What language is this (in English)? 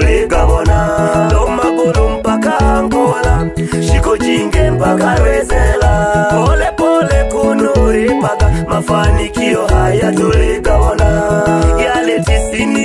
Swahili